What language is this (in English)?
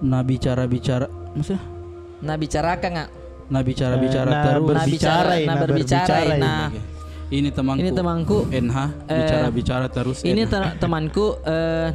Makassar Malay